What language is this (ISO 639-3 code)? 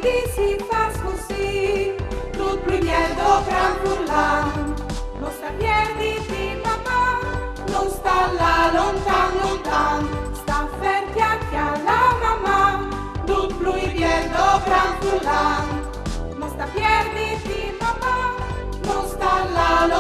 fur